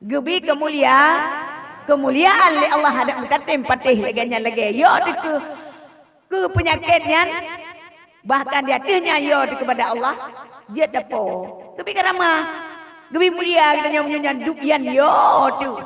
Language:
Achinese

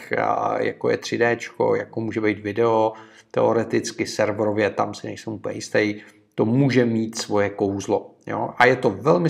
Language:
Czech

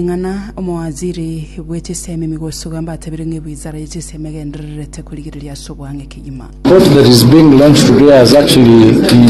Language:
Gusii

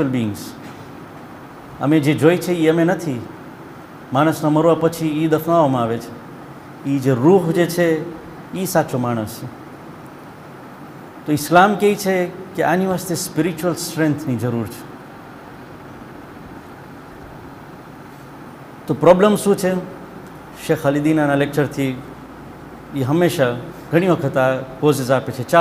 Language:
Gujarati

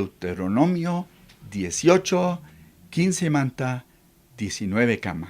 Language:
Chimborazo Highland Quichua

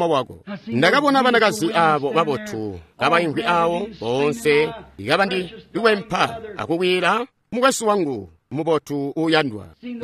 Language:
Tonga (Zambia)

